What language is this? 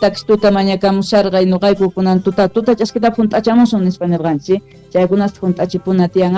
South Bolivian Quechua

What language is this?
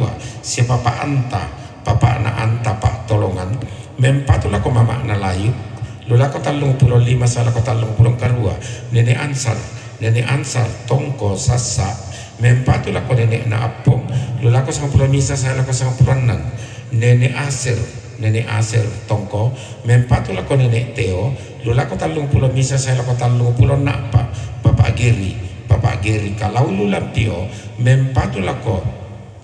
Toraja-Sa'dan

